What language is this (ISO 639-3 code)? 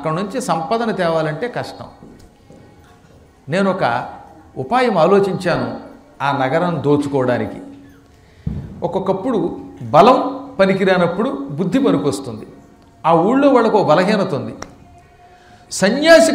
tel